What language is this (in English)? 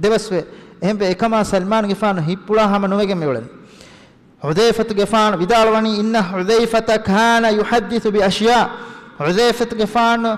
Divehi